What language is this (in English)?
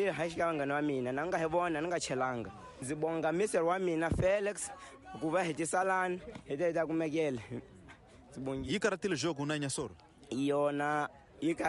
Tsonga